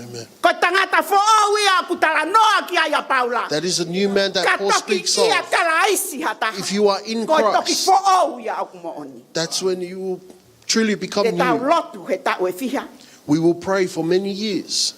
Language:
Tongan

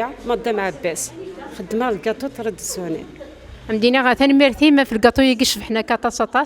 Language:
Kabyle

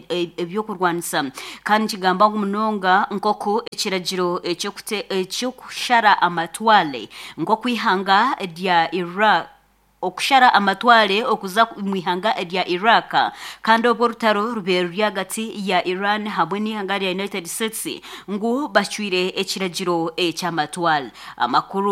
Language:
Nyankole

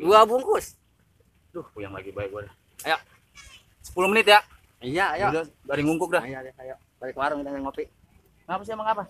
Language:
Betawi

